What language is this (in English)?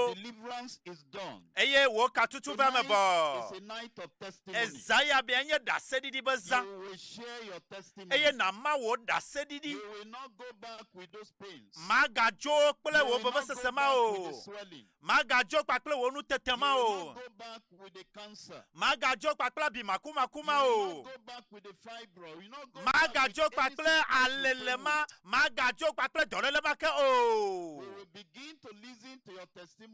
Ewe